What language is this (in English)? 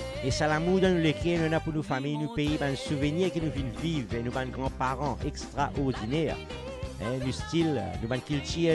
Morisyen